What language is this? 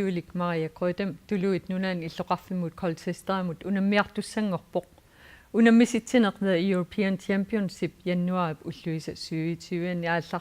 Kalaallisut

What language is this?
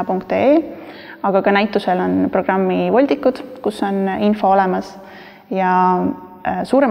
Estonian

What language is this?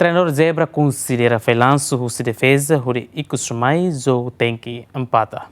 Tetum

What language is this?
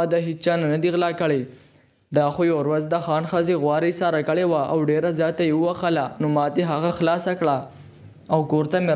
Pashto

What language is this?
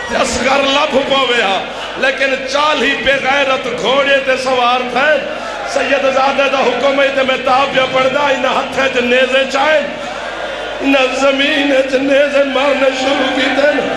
Saraiki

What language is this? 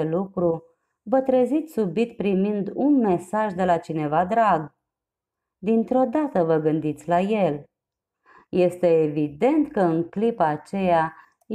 Romanian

